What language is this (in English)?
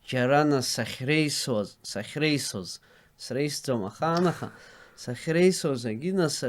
Abkhazian